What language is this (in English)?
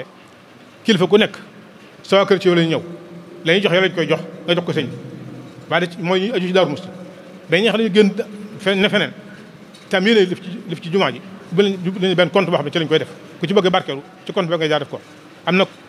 Wolof